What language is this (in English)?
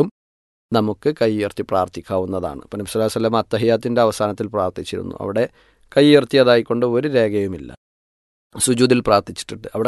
Malayalam